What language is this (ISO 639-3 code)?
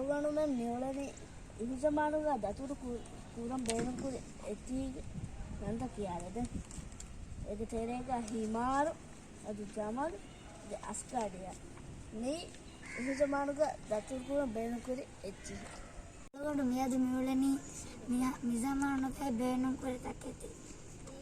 div